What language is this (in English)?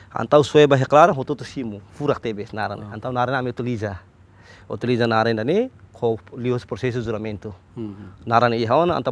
Tetum